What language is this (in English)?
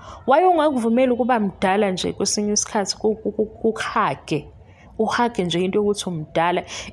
Zulu